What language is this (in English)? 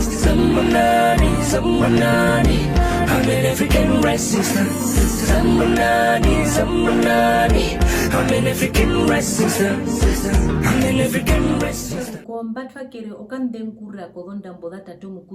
Herero